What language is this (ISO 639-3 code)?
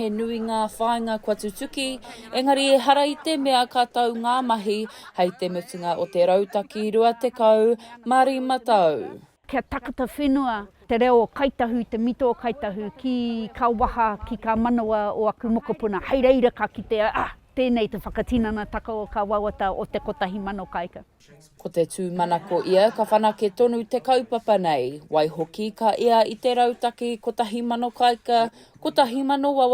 mri